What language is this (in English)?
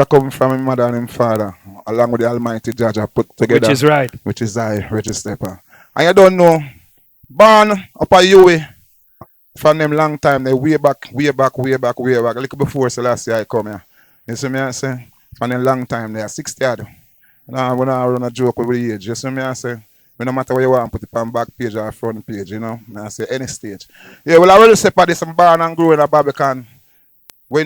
Jamaican Creole English